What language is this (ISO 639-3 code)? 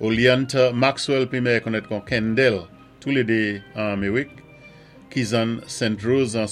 acf